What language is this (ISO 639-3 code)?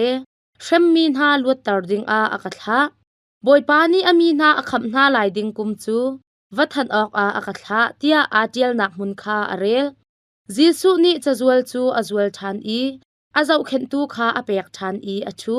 cnh